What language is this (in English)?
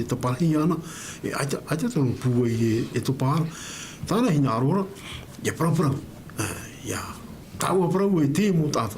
Tahitian